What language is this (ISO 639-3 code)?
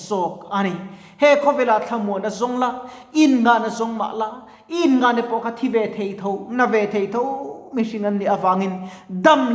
lus